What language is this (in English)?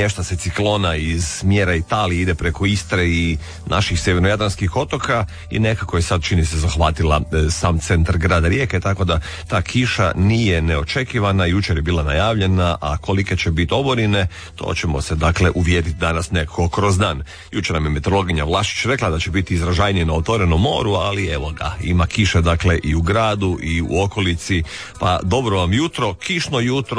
Croatian